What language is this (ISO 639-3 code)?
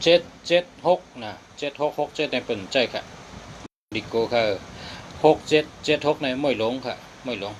shn